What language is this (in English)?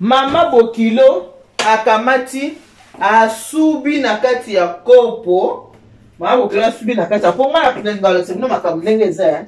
Lingala